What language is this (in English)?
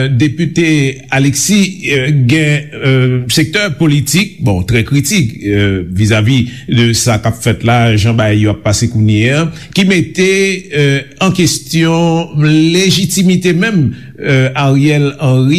Haitian Creole